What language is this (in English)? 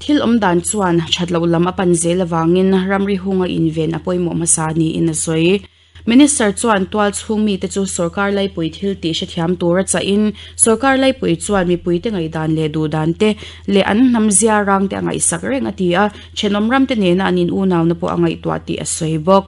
Mizo